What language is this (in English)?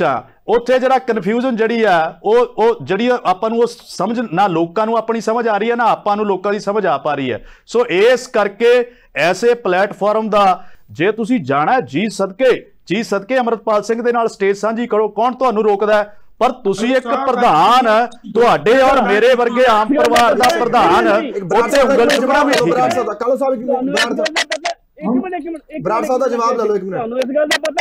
Punjabi